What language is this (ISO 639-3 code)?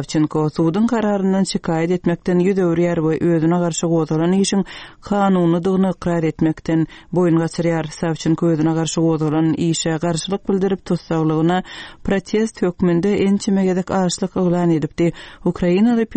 tuk